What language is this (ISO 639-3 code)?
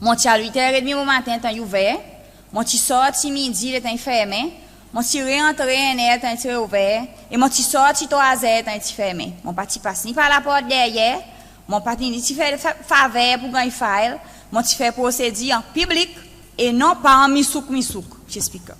crs